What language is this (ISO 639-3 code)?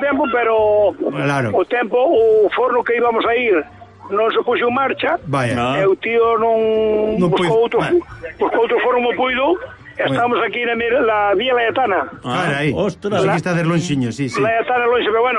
glg